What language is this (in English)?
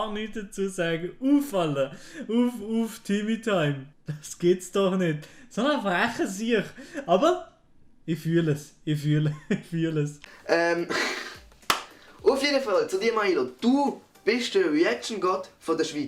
Swiss German